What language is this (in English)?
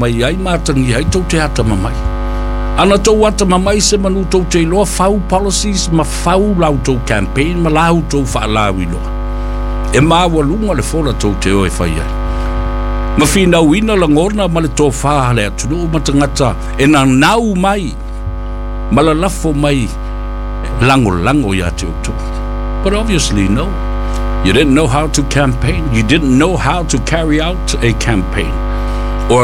Samoan